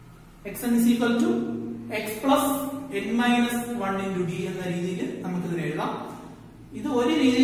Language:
Malayalam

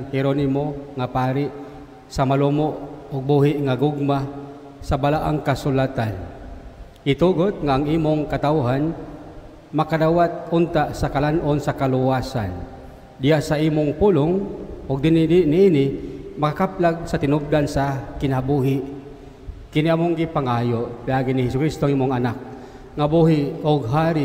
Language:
Cebuano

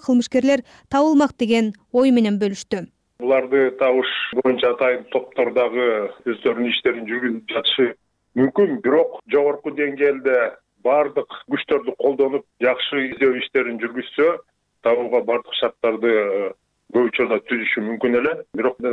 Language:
Kyrgyz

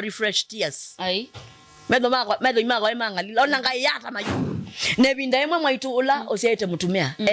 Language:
Kamba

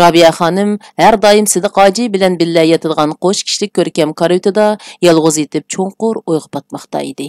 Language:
Uyghur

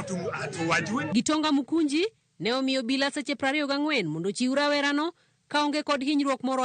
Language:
Luo (Kenya and Tanzania)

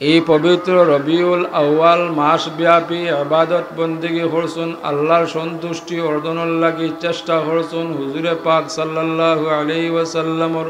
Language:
Sylheti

